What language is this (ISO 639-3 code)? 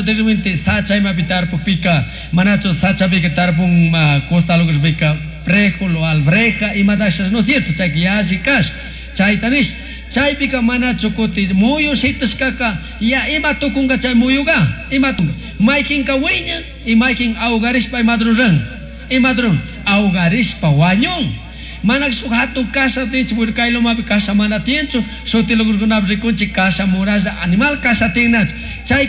qug